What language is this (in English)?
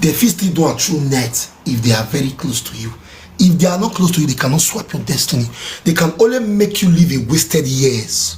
Nigerian Pidgin